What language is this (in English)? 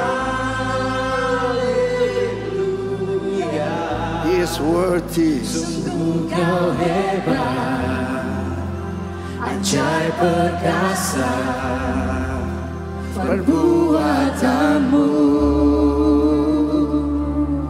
Indonesian